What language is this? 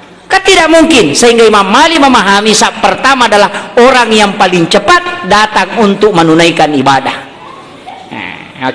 Buginese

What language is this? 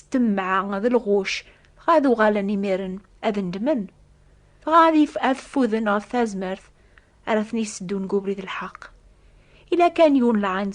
Kabyle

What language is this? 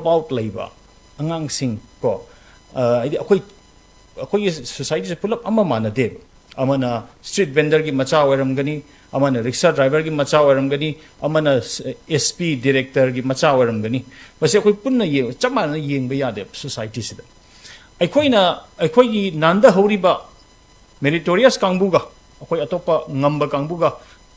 Manipuri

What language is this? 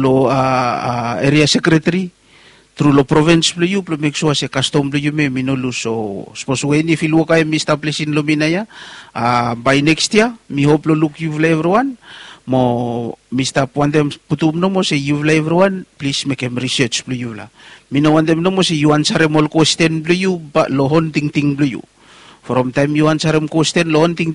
Bislama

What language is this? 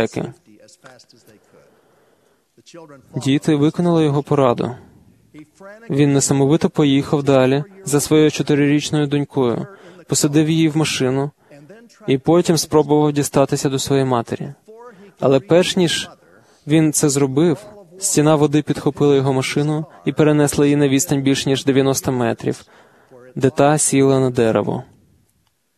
Ukrainian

